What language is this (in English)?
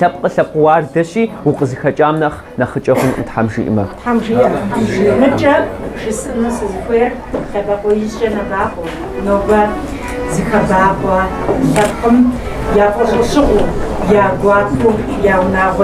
Kabardian